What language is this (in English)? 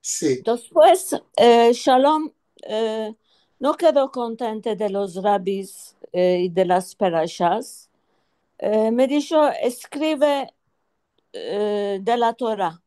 Ladino